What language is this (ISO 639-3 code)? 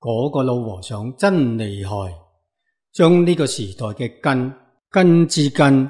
yue